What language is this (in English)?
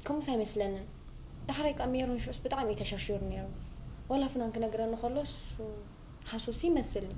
Tigrinya